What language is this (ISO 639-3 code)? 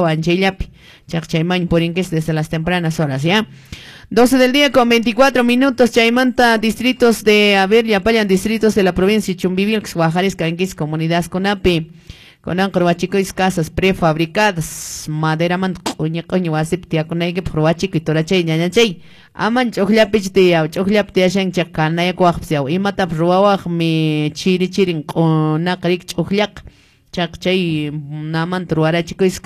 que